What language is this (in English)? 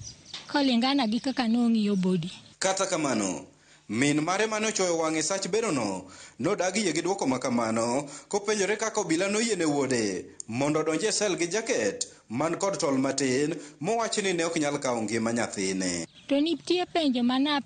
Luo (Kenya and Tanzania)